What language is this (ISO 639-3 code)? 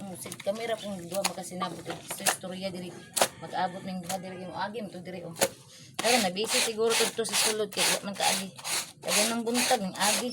ceb